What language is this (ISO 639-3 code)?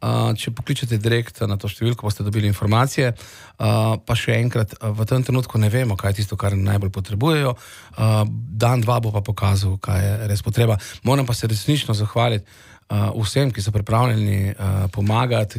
slv